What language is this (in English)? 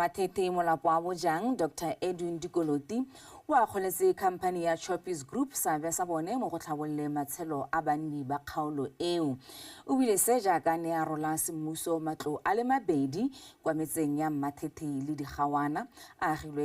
Tswana